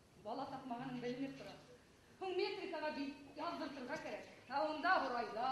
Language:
Bashkir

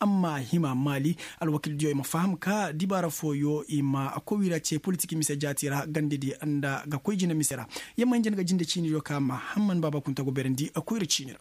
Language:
Koyraboro Senni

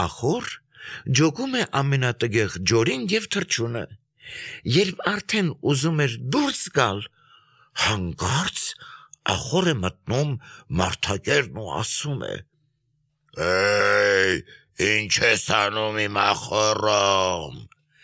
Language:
Armenian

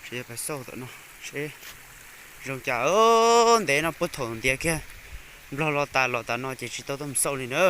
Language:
Hmong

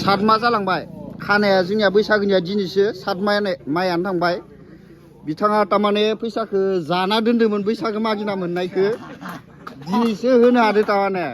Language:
Bodo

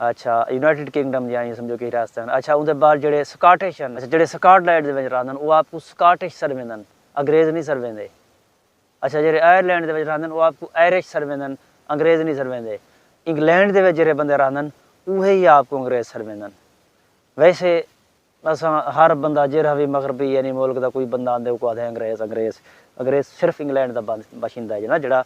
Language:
Saraiki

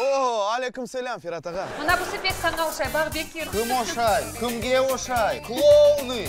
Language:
Crimean Tatar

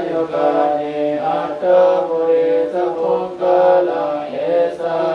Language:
Pali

